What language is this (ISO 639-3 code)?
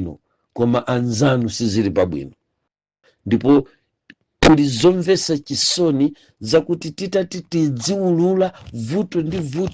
nya